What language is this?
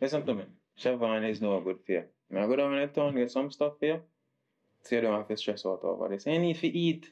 Jamaican Creole English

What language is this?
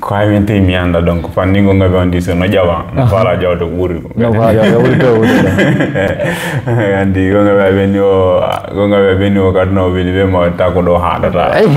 Fula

